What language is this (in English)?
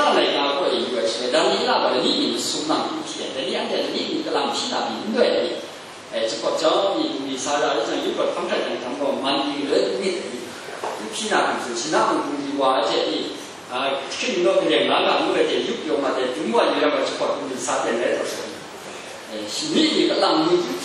Kachin